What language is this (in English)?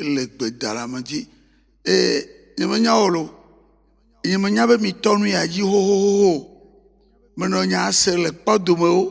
Ewe